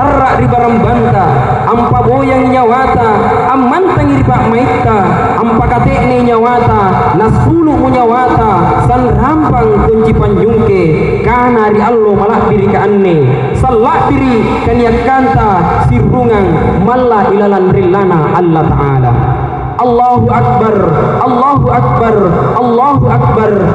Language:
Makasar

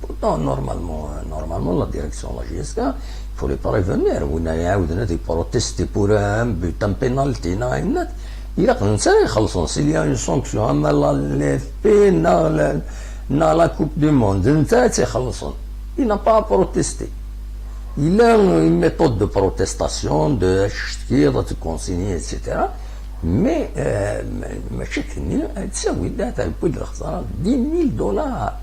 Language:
Kabyle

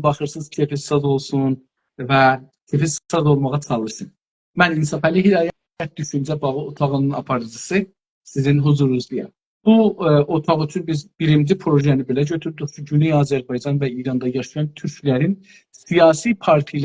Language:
South Azerbaijani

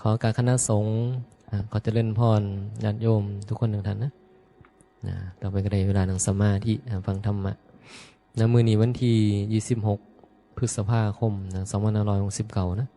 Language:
Northeastern Thai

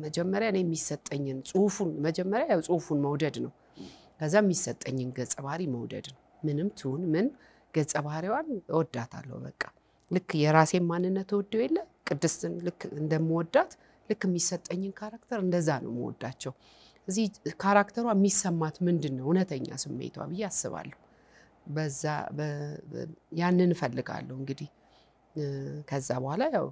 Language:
Amharic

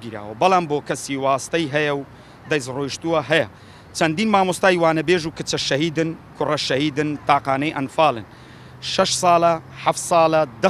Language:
Central Kurdish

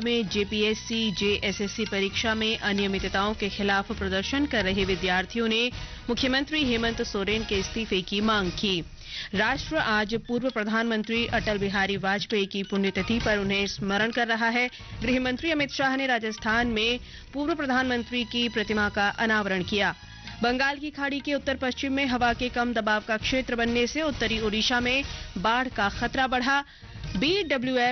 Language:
Hindi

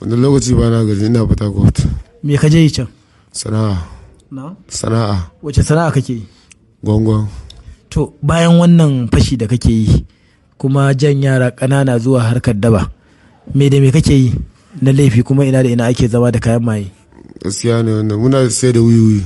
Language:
Hausa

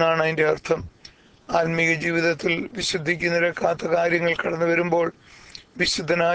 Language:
Malayalam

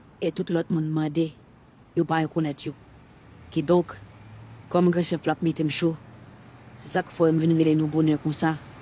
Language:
Haitian Creole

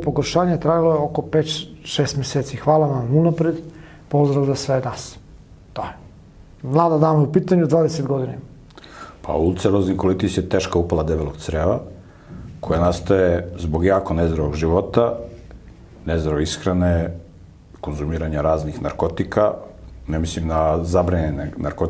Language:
Serbian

